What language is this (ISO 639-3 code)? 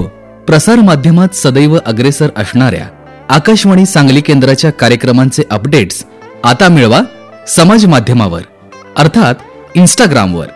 mar